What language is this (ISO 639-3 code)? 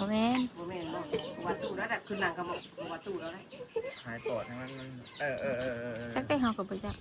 tts